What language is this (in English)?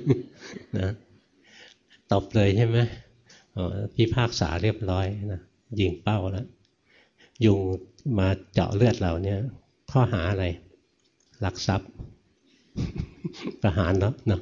Thai